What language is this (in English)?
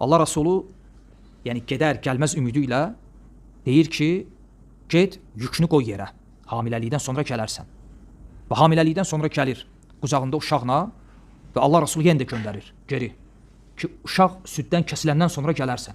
Azerbaijani